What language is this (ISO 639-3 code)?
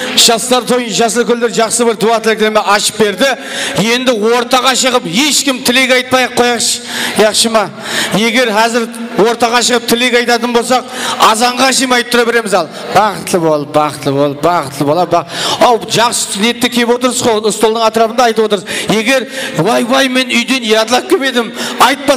kaa